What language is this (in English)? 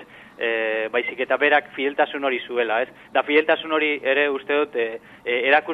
Basque